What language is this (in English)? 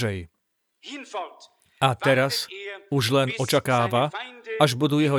Slovak